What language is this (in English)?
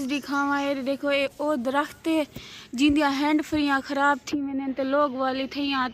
Saraiki